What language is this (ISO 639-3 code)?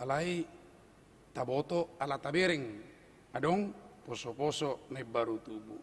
bbc